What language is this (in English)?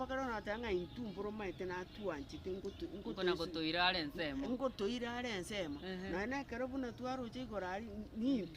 Gusii